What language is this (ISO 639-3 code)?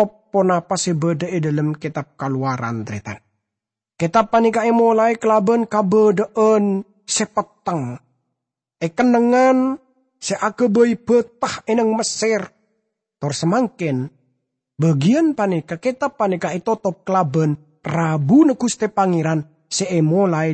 mad